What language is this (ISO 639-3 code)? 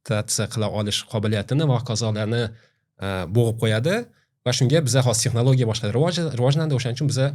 uzb